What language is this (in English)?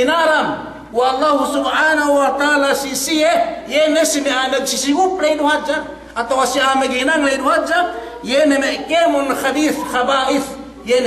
Yakan